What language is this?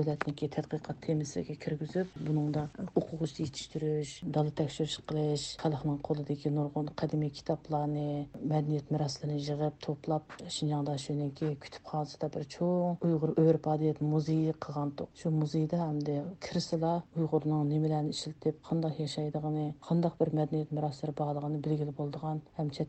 Uyghur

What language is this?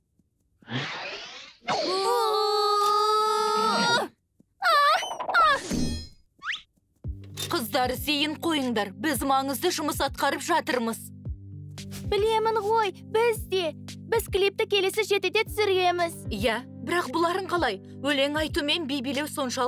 Kazakh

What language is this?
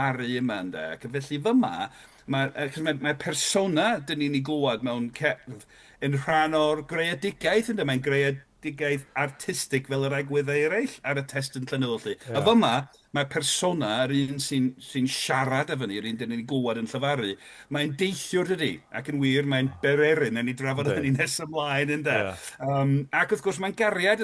Welsh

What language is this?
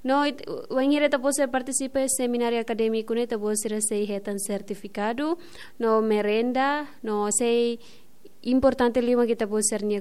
Tetum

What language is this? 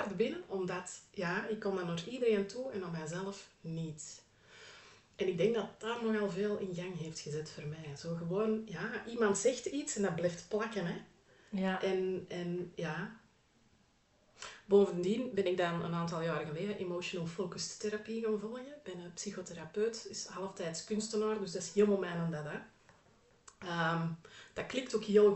Dutch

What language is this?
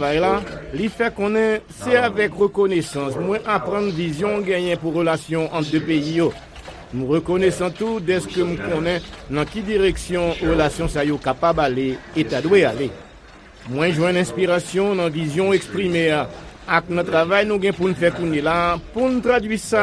Haitian Creole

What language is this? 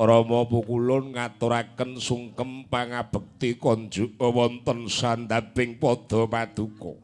Javanese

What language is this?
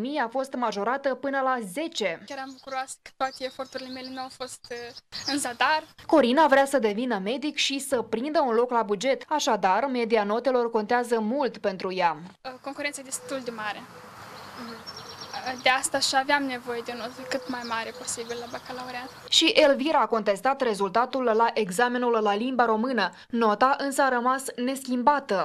Romanian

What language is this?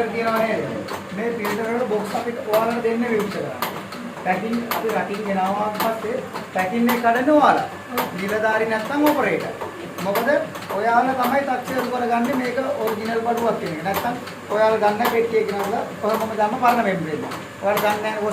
Sinhala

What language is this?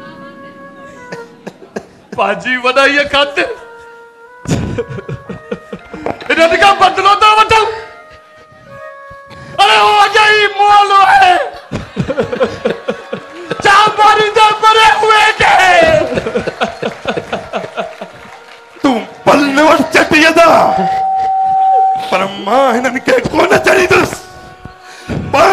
Sindhi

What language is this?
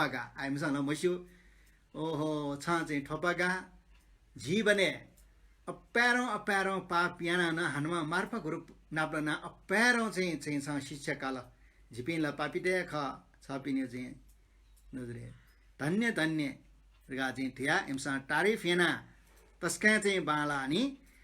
Newari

